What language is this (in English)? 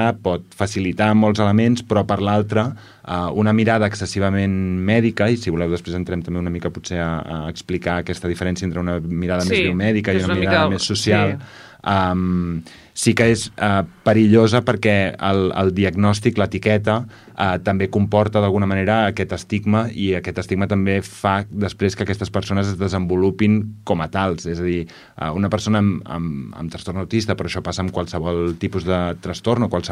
Catalan